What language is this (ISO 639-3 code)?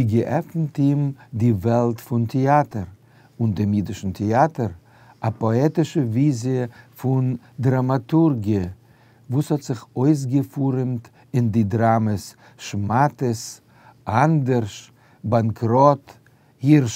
yid